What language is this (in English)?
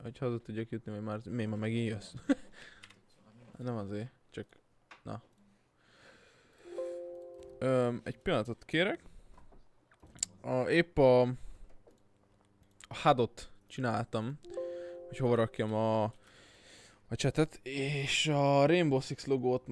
Hungarian